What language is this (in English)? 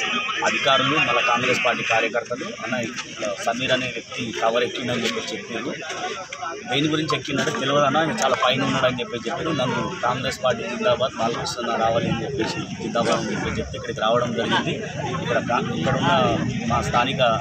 Telugu